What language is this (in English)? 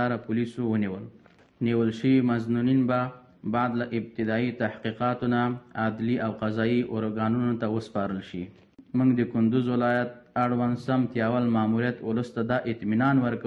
Pashto